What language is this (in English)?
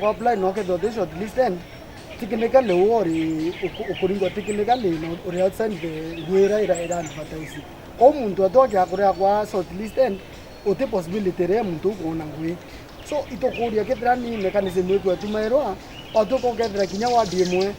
Meru